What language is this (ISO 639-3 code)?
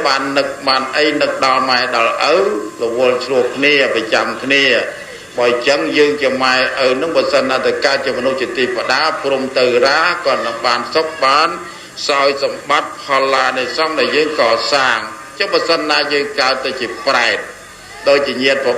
khm